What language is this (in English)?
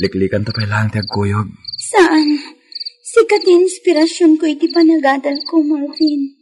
Iloko